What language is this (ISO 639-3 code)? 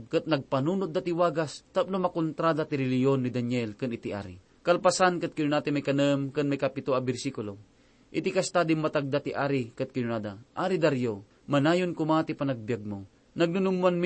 ilo